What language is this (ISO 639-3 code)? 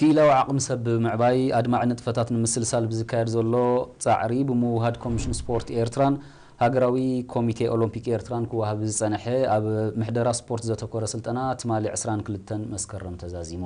tir